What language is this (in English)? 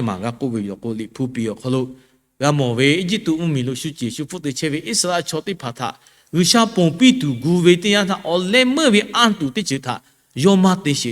Lahu